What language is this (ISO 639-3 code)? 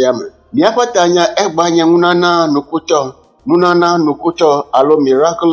ewe